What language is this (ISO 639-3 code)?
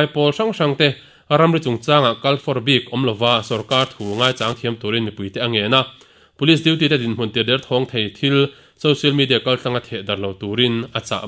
lus